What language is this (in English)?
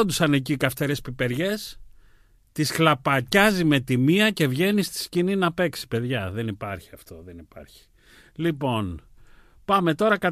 Greek